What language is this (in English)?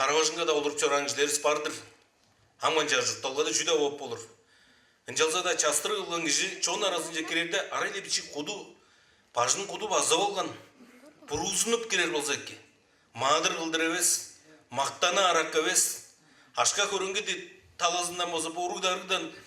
Tuvinian